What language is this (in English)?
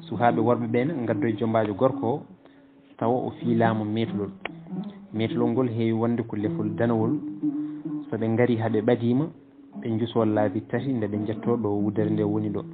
Fula